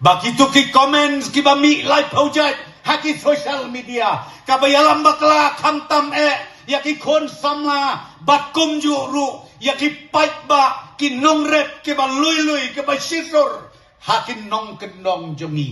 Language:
Khasi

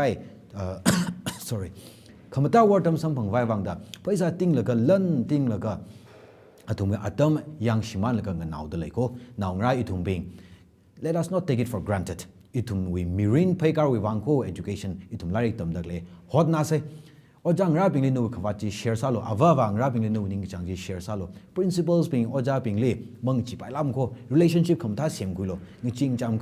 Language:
Tangkhul Naga (India)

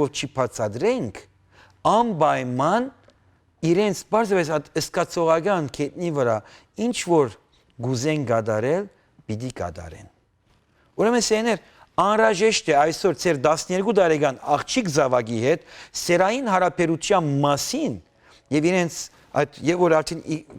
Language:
Western Armenian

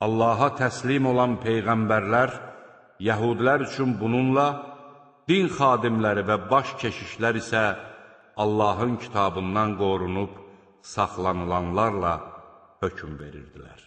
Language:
Azerbaijani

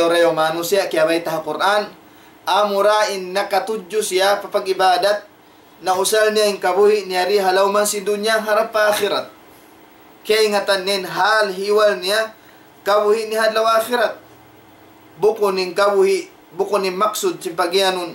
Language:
Tausug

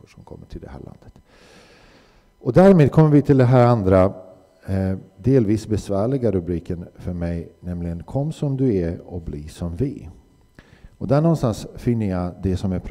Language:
Swedish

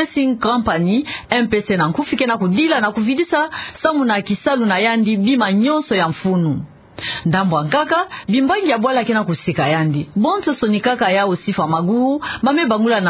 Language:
Kituba (Democratic Republic of Congo)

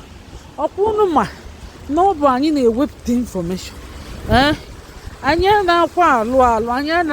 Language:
Igbo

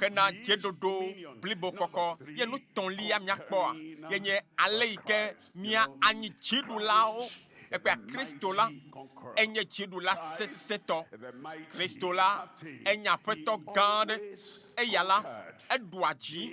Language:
Ewe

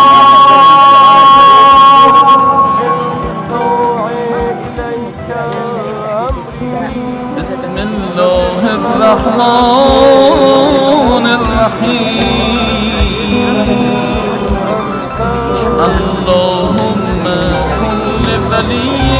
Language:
Arabic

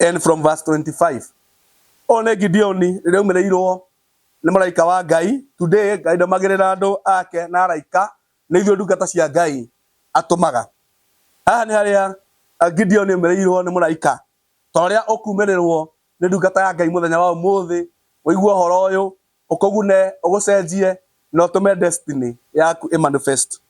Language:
Kikuyu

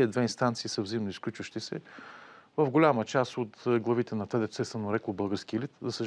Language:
Bulgarian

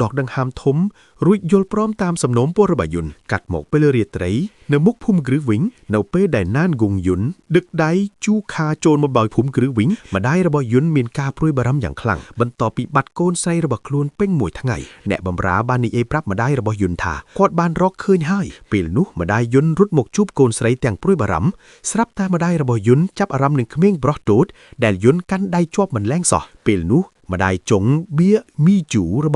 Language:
Khmer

